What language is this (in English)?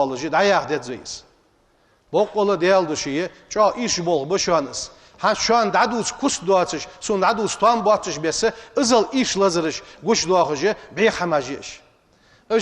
Ingush